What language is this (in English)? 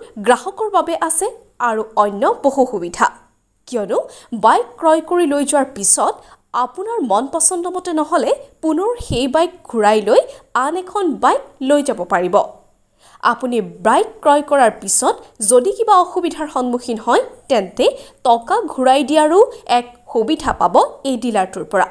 Assamese